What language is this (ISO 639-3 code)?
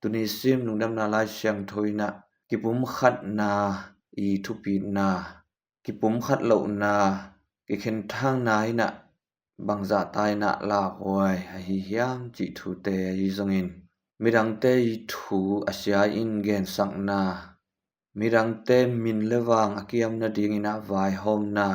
ctd